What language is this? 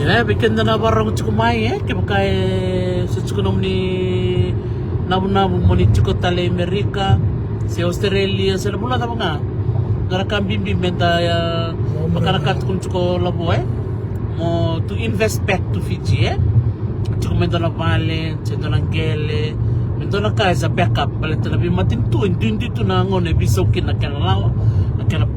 Fijian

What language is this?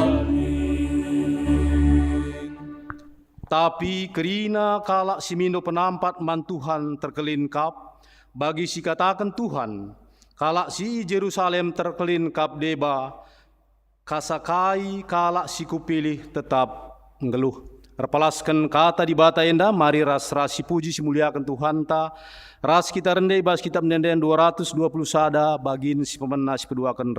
Batak Karo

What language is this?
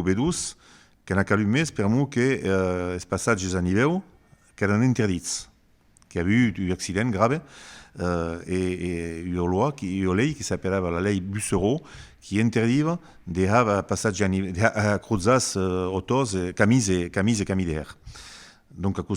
Occitan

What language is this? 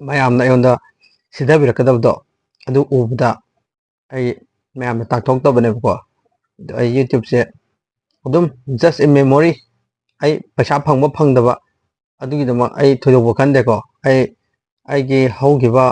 Manipuri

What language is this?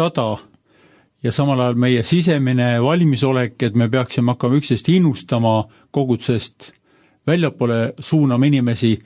Estonian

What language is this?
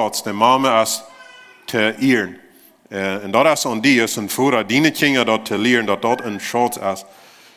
Plautdietsch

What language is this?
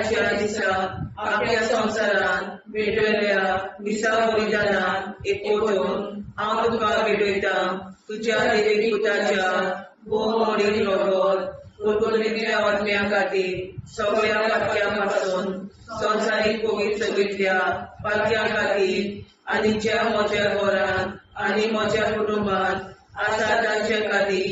Konkani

